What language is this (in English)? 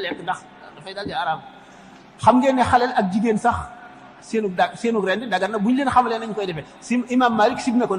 Wolof